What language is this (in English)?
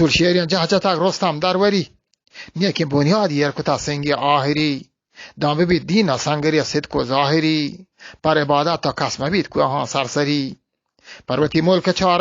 Eastern Balochi